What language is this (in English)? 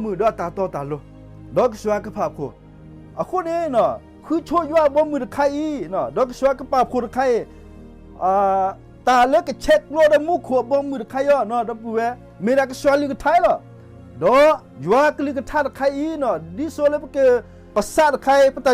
S'gaw Karen